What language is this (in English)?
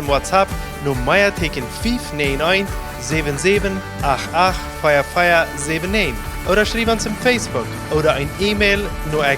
Plautdietsch